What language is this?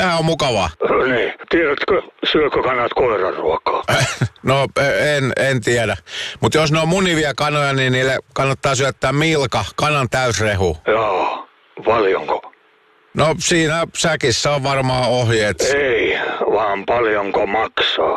Finnish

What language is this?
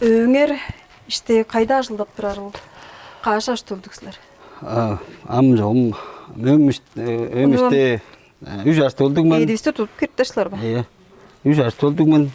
Tuvinian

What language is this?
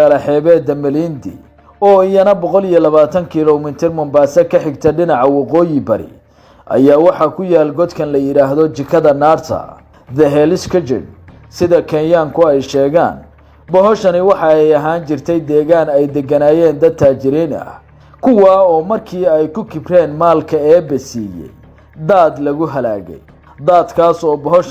Somali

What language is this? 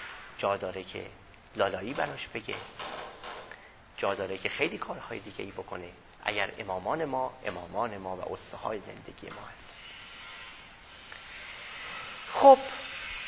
Persian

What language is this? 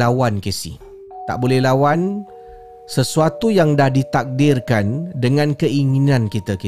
Malay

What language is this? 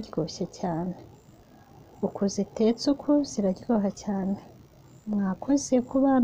Kinyarwanda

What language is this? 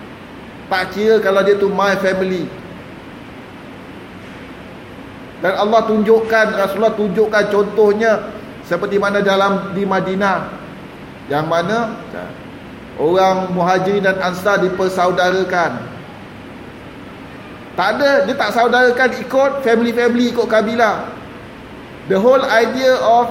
Malay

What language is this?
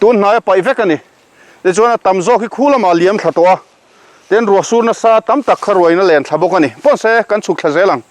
Mizo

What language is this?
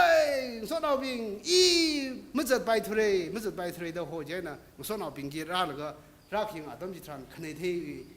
Tangkhul Naga (India)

